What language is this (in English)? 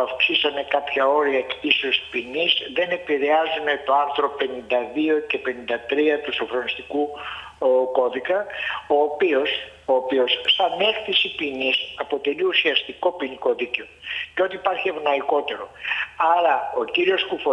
Greek